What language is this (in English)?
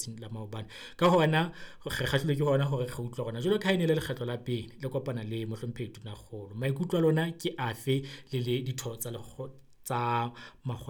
Southern Sotho